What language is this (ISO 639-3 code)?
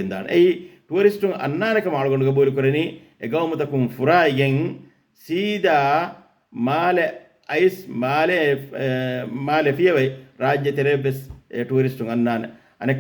div